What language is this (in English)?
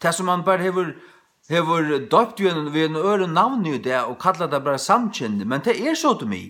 Faroese